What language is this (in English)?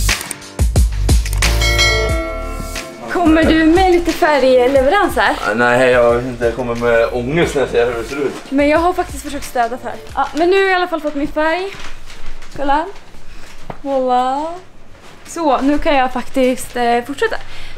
Swedish